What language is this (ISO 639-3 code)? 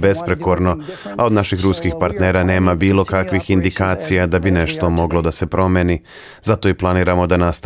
srp